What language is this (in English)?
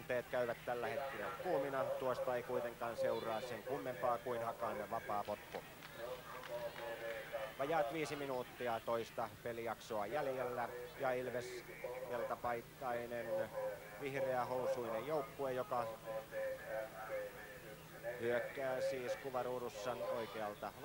Finnish